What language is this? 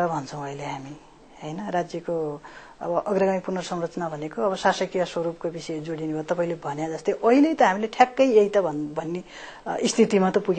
Nepali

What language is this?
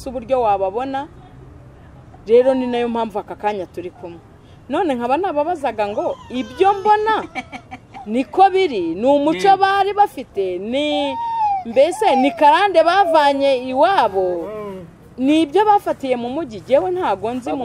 Kinyarwanda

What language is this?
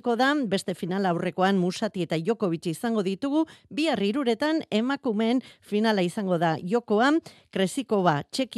Basque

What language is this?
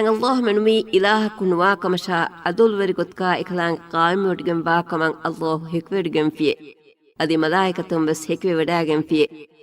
Divehi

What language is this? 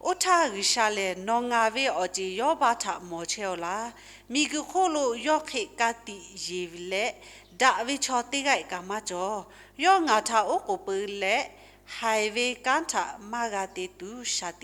Lahu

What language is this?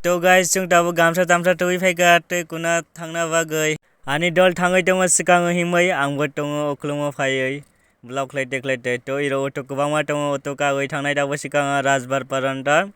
Kok Borok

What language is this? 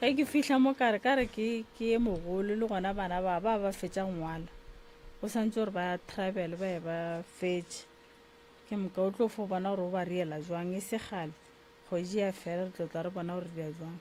Northern Sotho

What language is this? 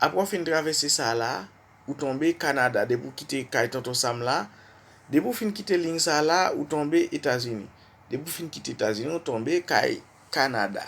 Haitian Creole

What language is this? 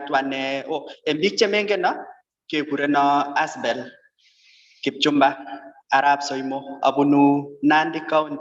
Kalenjin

